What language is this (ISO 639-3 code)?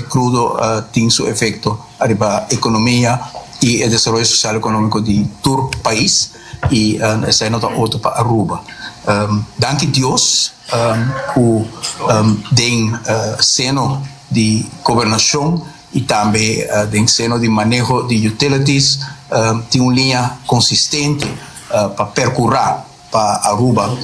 pap